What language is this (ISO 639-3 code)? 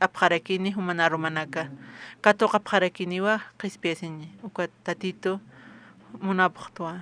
aym